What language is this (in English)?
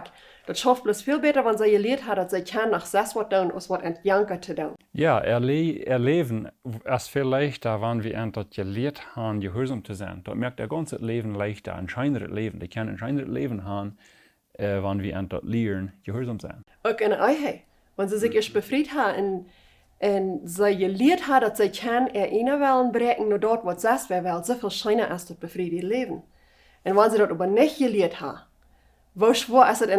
Plautdietsch